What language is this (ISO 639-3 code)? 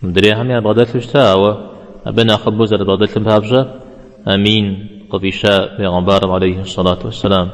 kbd